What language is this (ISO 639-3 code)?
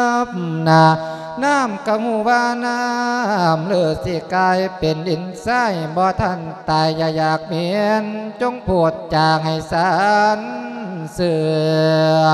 lao